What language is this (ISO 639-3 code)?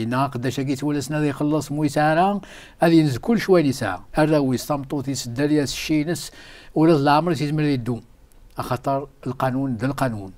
kab